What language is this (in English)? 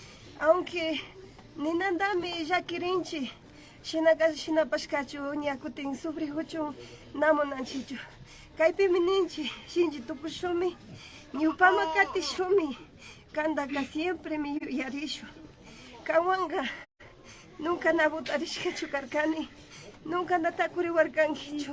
Imbabura Highland Quichua